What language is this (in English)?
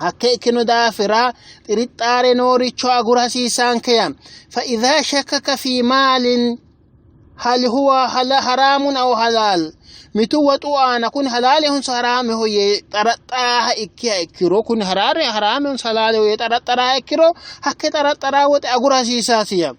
Sidamo